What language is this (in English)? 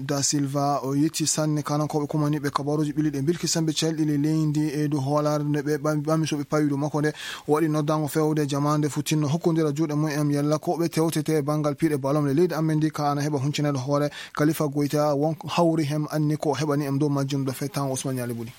Fula